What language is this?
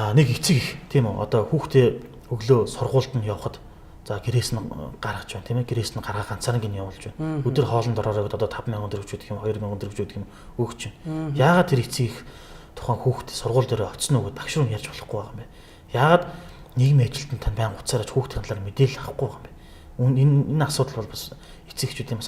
Mongolian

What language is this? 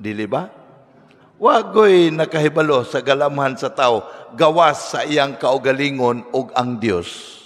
Cebuano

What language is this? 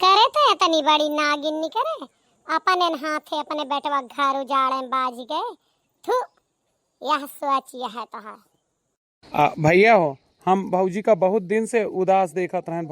Awadhi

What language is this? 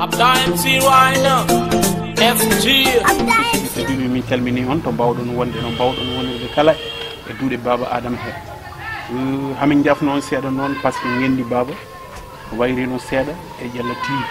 Fula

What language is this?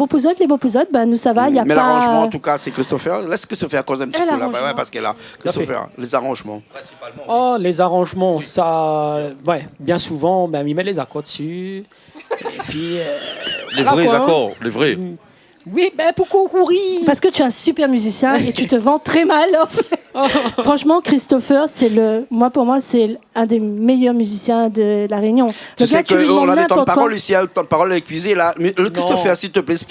Réunion Creole French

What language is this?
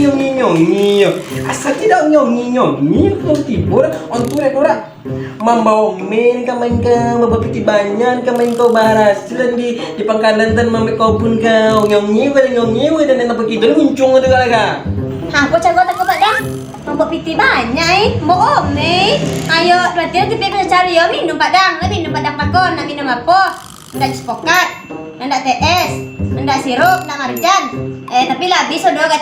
Minangkabau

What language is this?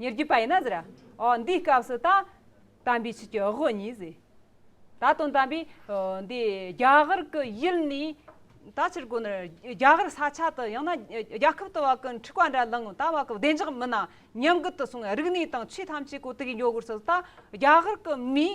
Amdo Tibetan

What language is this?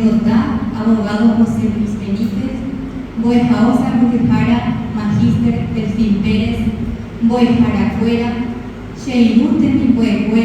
Guarani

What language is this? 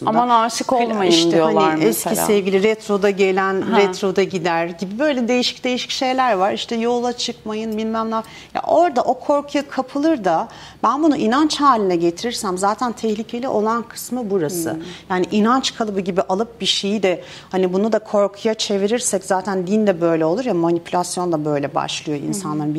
Turkish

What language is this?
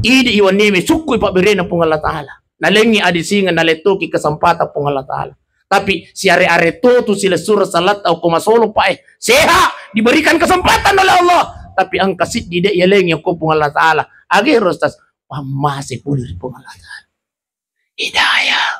Buginese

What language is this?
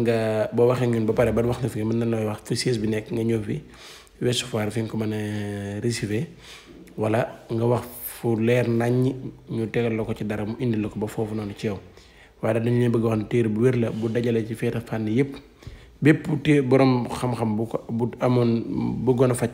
Wolof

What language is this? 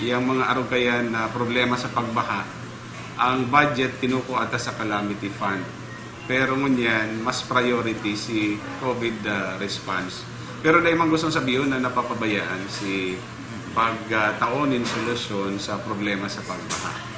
Bikol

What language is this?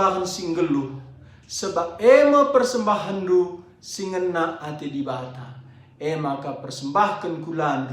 Batak Karo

